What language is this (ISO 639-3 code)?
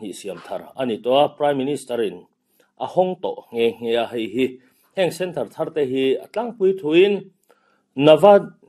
lus